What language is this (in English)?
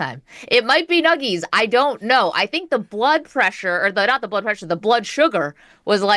English